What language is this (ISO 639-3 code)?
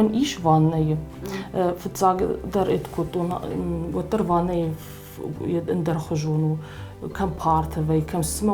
oss